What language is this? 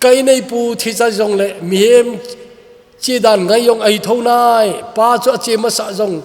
Thado Chin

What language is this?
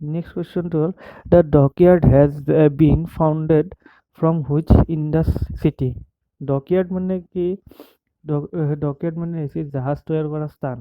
Assamese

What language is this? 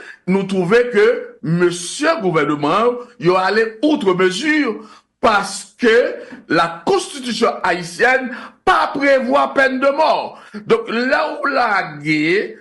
Haitian Creole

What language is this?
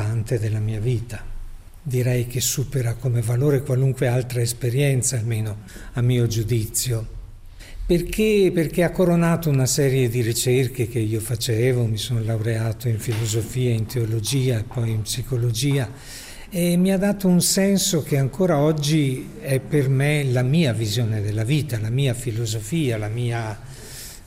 Italian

